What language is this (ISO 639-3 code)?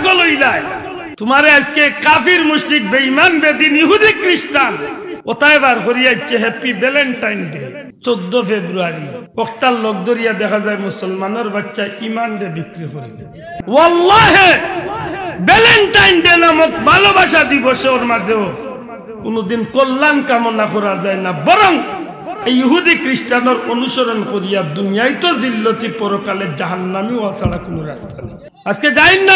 syl